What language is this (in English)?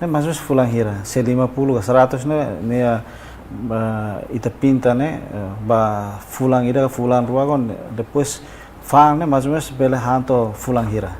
Tetum